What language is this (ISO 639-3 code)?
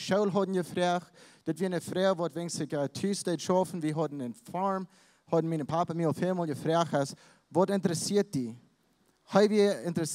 pdt